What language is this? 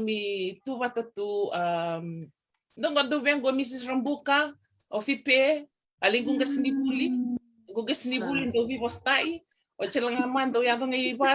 Fijian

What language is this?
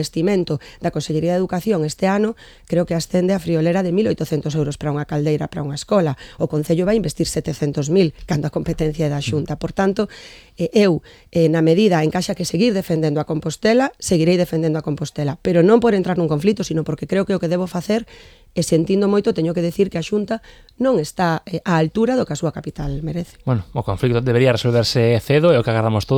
Galician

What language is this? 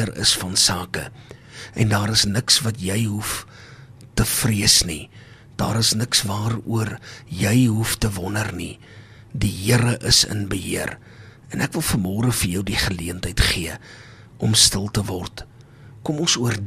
Afrikaans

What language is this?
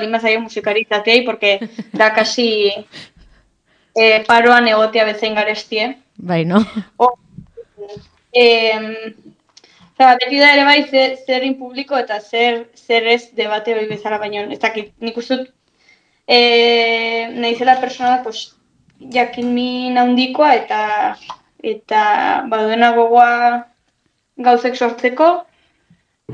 Basque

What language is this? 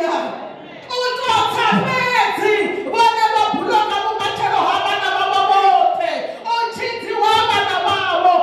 Venda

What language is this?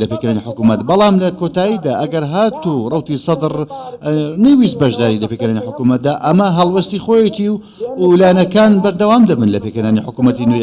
Central Kurdish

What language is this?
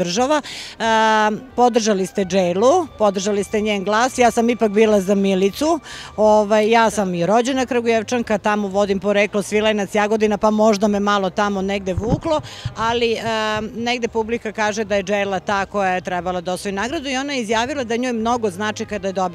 Serbian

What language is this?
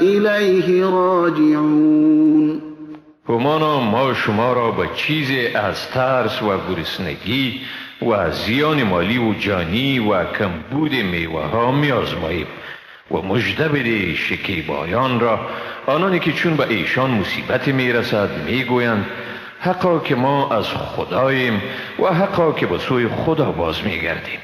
Persian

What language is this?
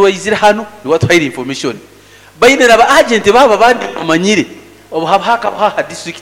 Nyoro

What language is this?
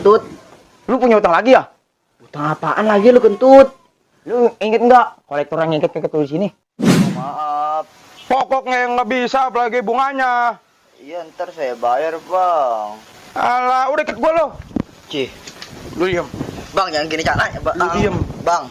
Betawi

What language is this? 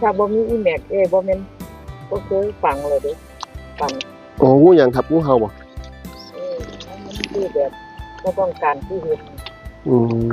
Northeastern Thai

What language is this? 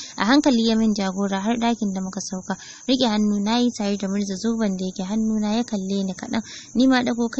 Hausa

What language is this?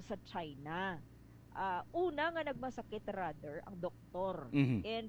Hiligaynon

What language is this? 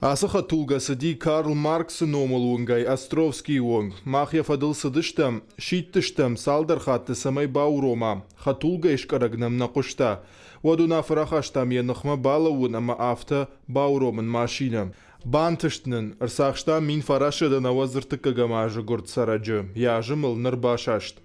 Ossetic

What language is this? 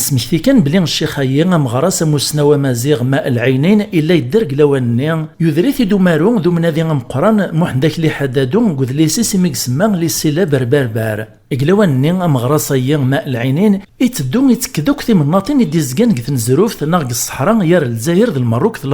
Kabyle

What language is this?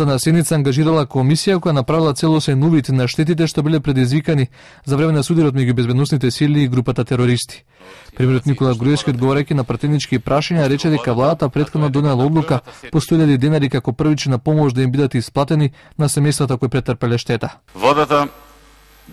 Macedonian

